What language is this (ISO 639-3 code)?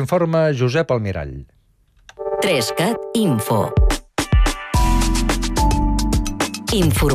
cat